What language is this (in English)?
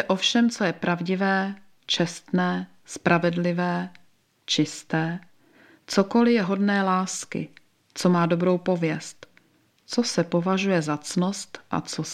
Czech